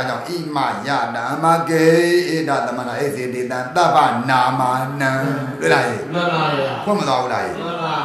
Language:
Burmese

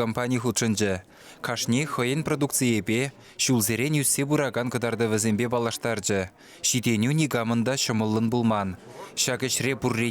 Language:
Chuvash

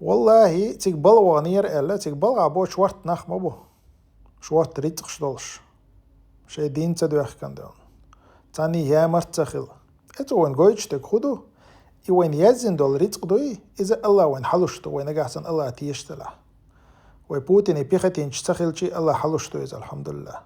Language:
Chechen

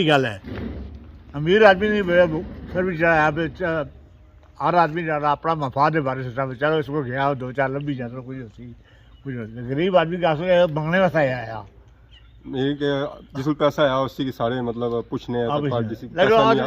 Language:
Pahari-Potwari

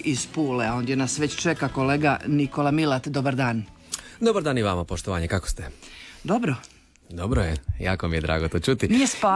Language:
Croatian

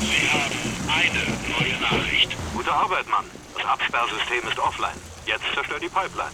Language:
Bavarian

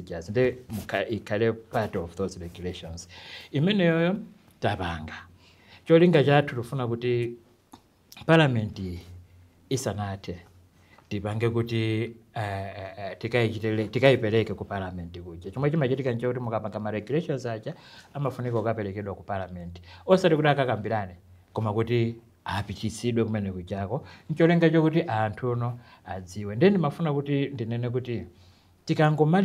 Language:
Nyanja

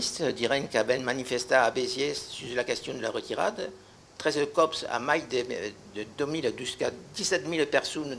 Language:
Occitan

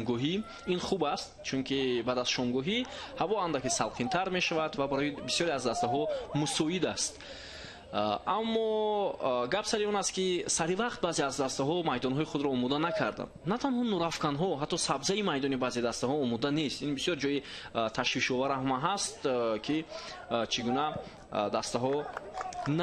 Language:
Tajik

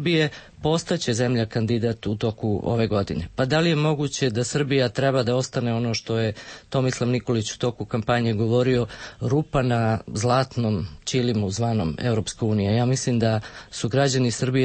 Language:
Serbian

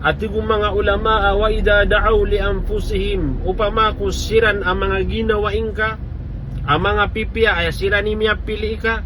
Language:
Maranao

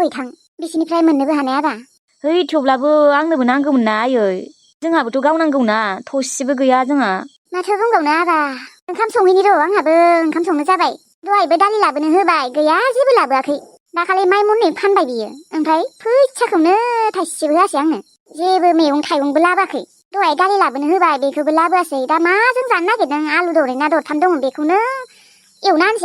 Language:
Bodo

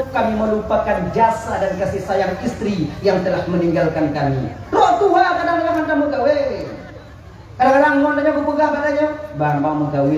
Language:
Achinese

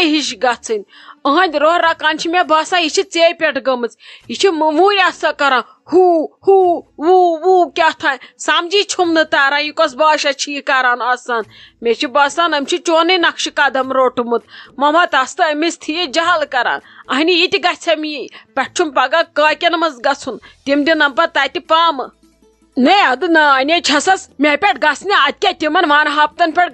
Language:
Kashmiri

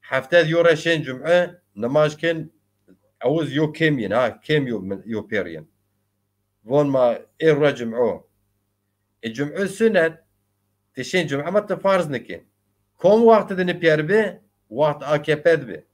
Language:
Zaza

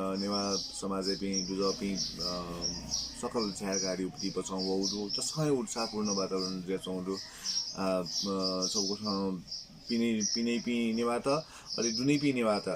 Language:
Newari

